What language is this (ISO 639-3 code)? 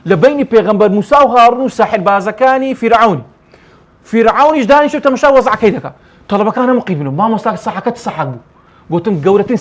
ckb